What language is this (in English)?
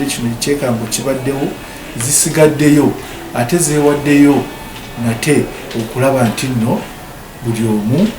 Ganda